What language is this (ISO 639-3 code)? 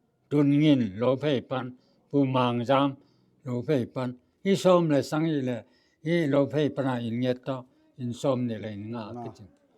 ctd